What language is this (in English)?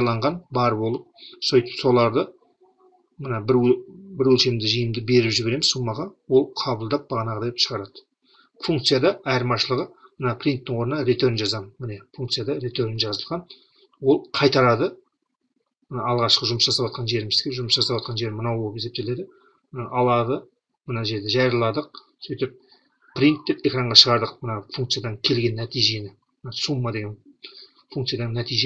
Kazakh